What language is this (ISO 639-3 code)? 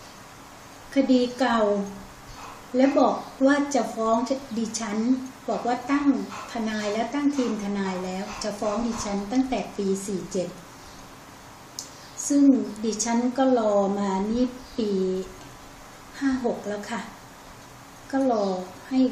tha